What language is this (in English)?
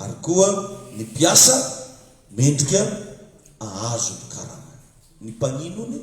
Malagasy